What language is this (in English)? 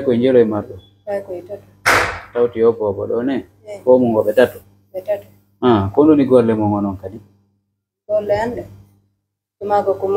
Fula